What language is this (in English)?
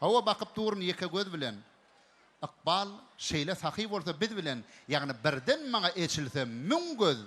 Turkmen